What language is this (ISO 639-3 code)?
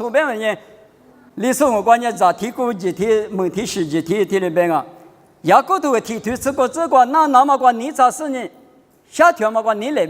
lis